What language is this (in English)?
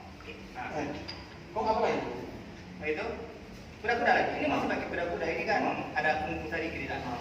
Manado Malay